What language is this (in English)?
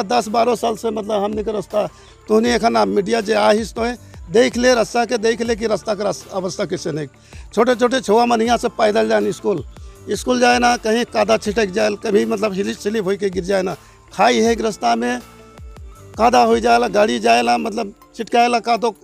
Sadri